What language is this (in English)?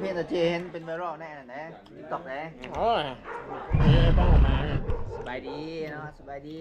Northeastern Thai